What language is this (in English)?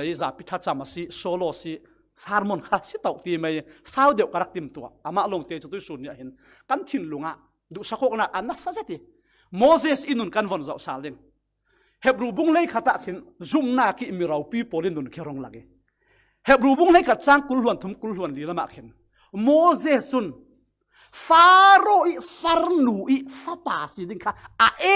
Falam Chin